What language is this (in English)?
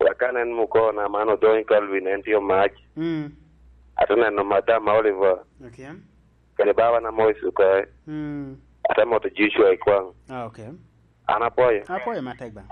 Lango (Uganda)